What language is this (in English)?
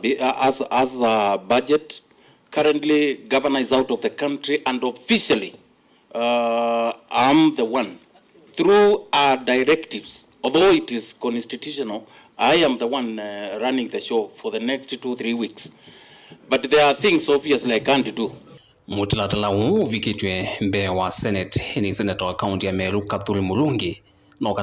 Kamba